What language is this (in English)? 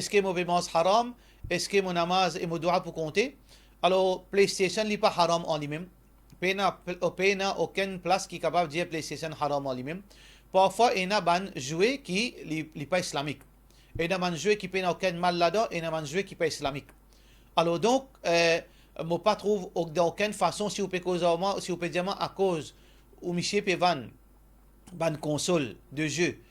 Morisyen